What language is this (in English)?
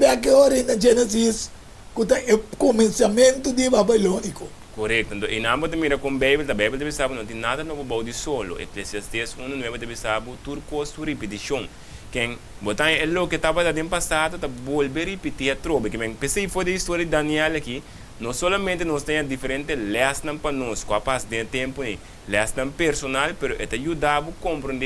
Papiamento